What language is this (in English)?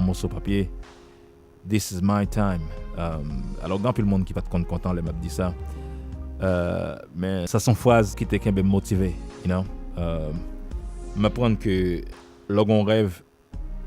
Haitian Creole